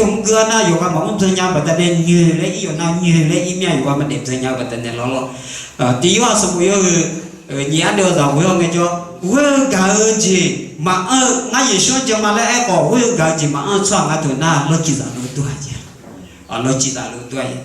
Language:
Akha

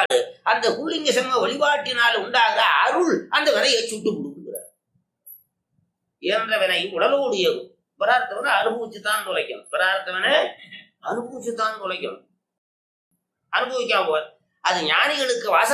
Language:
Tamil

